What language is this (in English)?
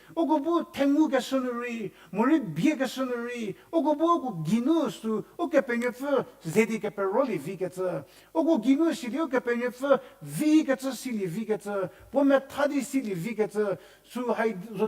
Angami Naga